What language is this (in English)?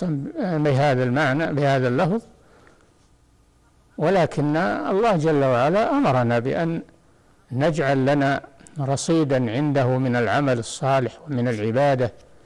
Arabic